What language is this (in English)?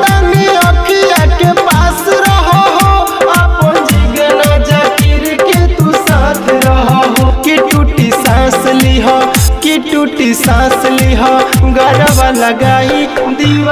Bhojpuri